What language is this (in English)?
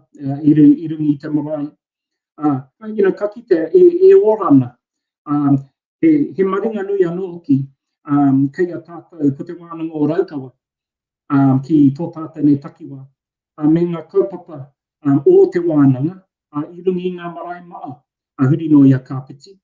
Māori